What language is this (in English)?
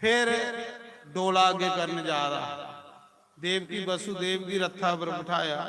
Dogri